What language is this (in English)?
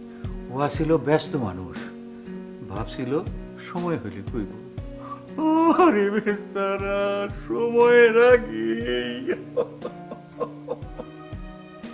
Bangla